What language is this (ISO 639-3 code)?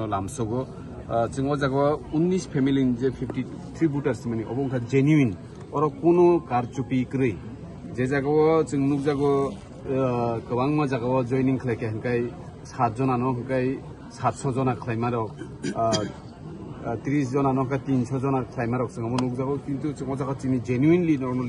trp